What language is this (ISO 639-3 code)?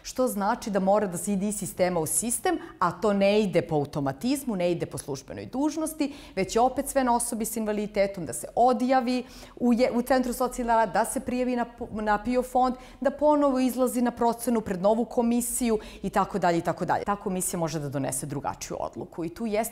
srp